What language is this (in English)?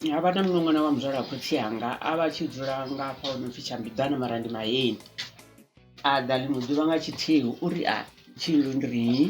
Venda